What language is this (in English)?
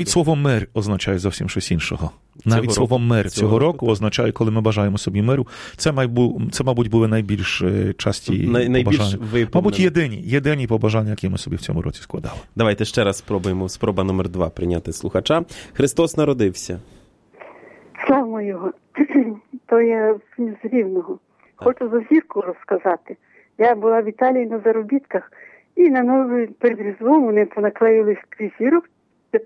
Ukrainian